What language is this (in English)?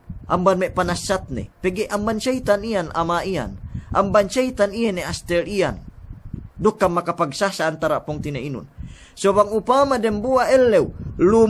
Yakan